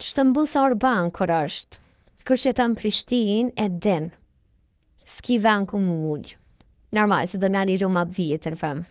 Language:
Albanian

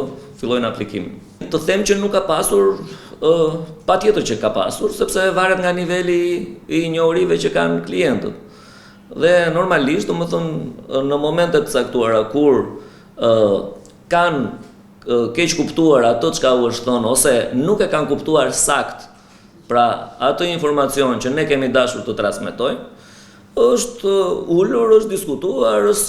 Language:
Albanian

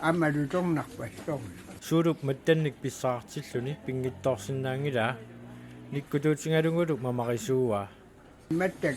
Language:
Kalaallisut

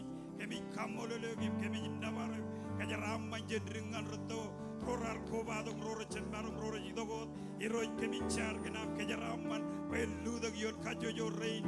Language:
Marshallese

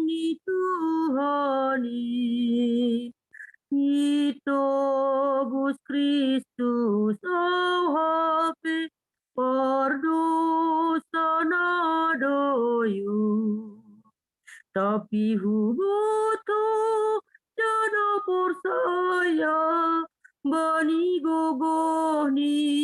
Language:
Batak Simalungun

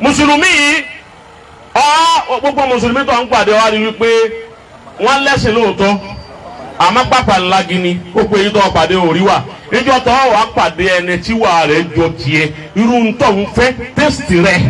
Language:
Yoruba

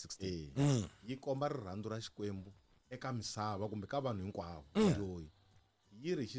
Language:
Tsonga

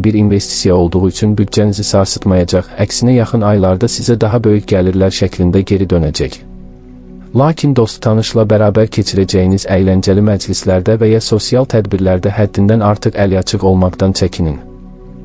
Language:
Azerbaijani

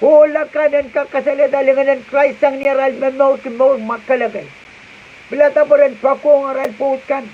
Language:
Pohnpeian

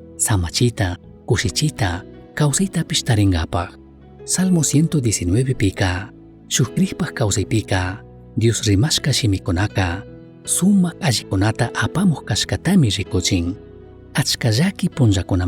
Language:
Chimborazo Highland Quichua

